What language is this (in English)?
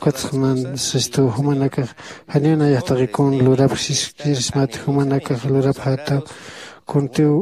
Aymara